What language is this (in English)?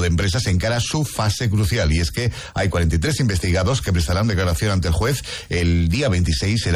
Spanish